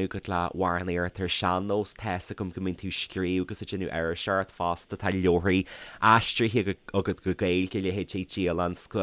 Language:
Irish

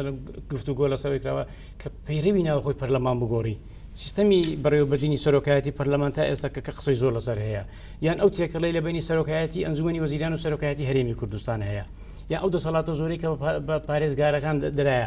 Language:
Central Kurdish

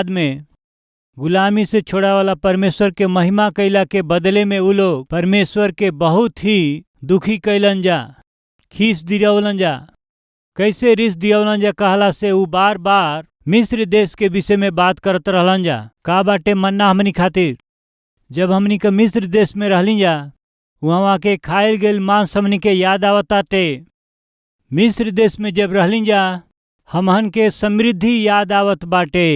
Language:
Bhojpuri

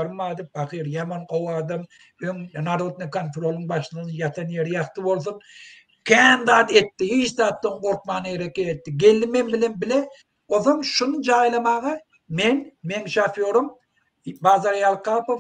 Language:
Turkmen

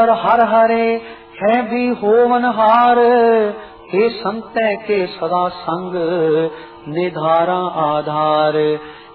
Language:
Punjabi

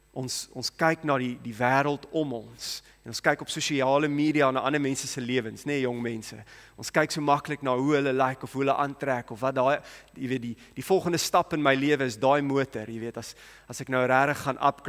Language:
Afrikaans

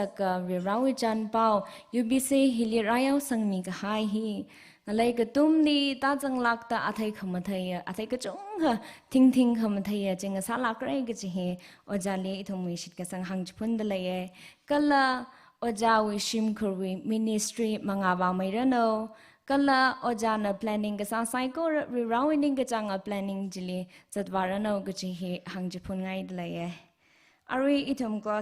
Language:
Tangkhul Naga (India)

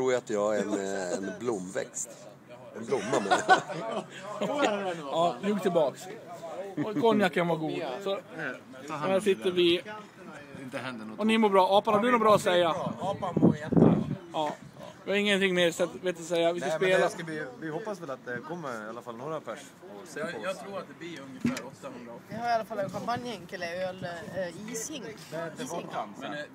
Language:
Swedish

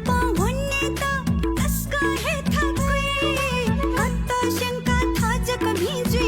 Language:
Newari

